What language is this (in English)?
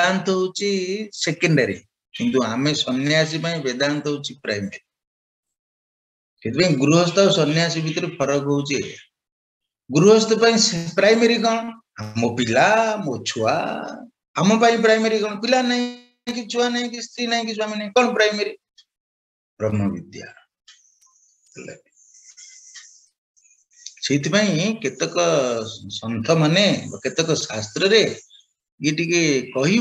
Odia